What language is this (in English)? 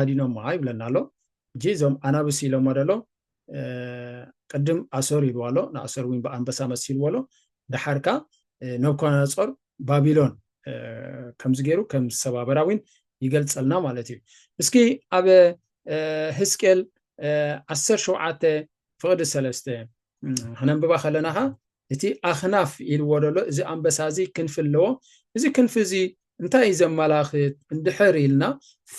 Tigrinya